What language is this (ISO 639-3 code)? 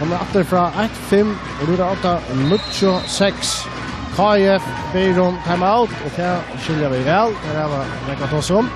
fao